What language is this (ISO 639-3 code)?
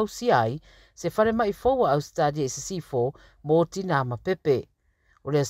smo